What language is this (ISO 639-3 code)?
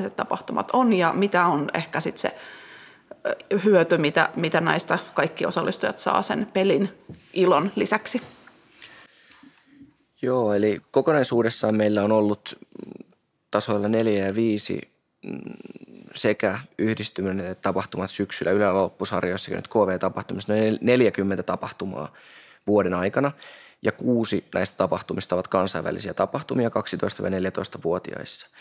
fin